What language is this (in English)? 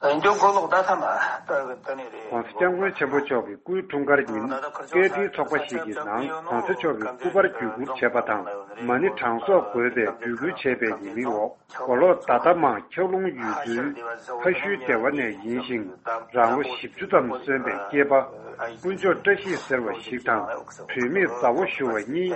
Tibetan